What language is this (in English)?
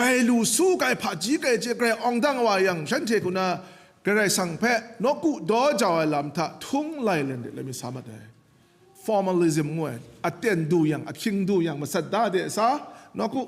Kachin